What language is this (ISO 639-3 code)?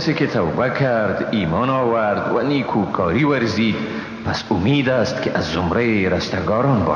fas